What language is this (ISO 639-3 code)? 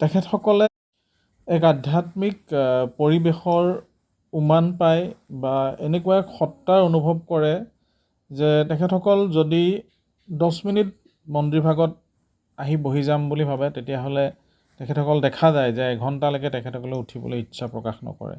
asm